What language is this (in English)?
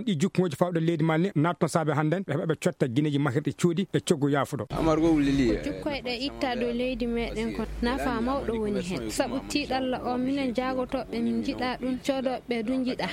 Fula